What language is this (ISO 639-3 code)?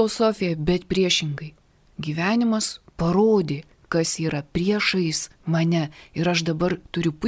lit